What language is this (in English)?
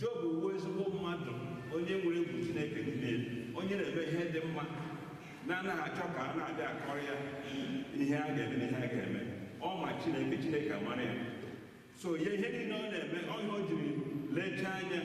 Igbo